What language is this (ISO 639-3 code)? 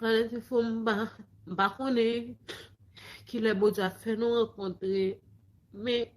hat